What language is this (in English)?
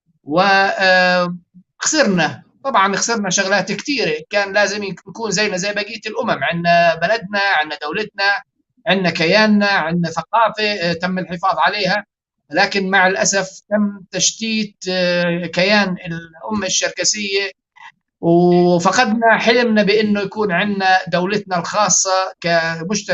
North Levantine Arabic